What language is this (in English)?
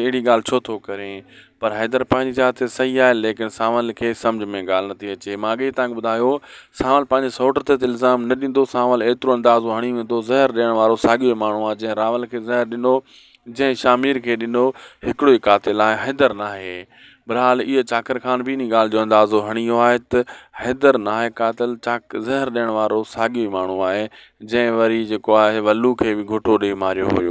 Sindhi